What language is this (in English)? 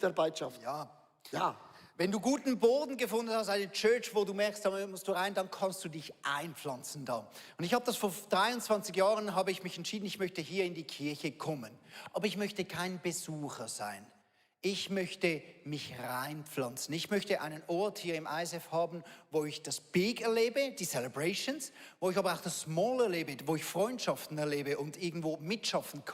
Swiss German